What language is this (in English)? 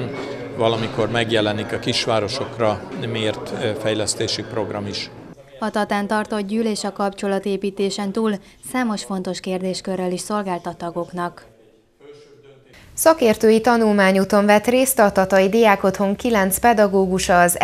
Hungarian